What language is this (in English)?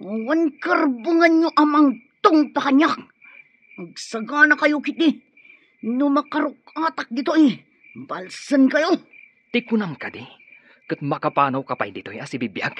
Iloko